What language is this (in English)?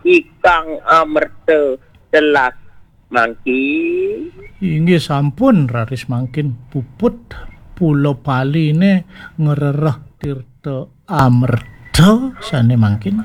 Balinese